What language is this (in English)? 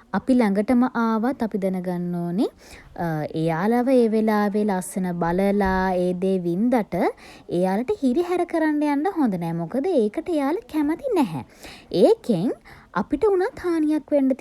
Sinhala